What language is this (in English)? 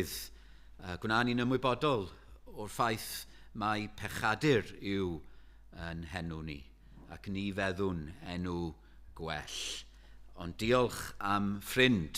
Welsh